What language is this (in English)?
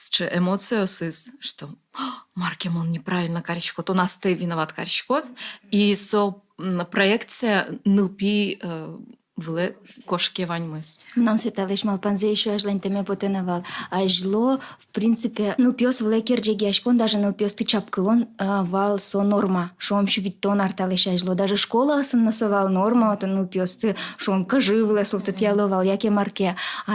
Udmurt